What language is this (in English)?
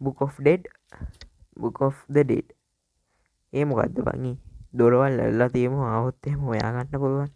Sinhala